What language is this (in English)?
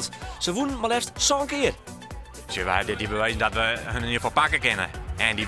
Western Frisian